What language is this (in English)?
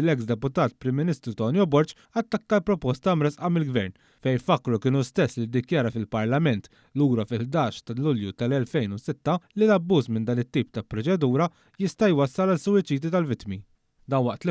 Maltese